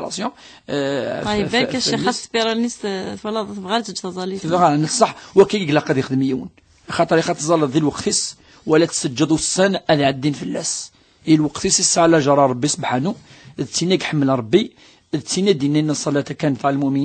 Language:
Kabyle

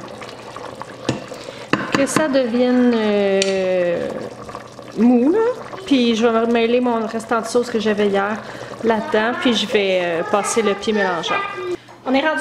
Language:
French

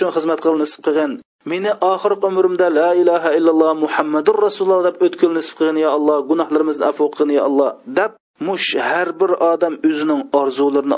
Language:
Uyghur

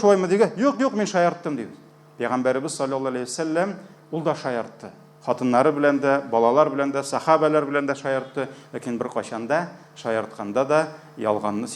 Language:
Tatar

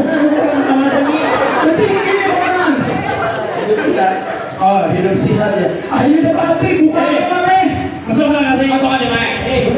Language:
Banjar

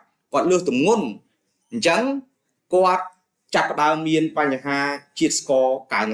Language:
Khmer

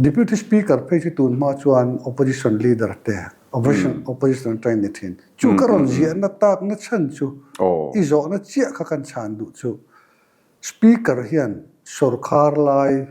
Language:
Mizo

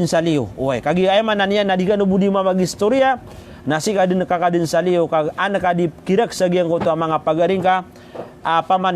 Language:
Maranao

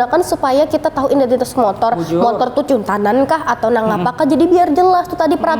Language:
Banjar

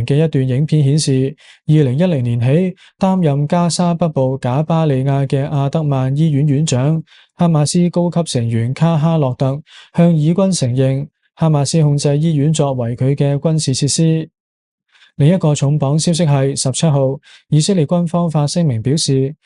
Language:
Cantonese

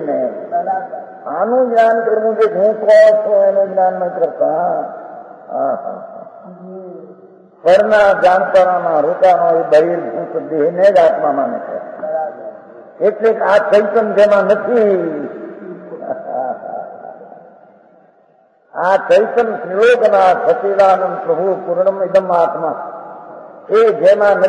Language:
Gujarati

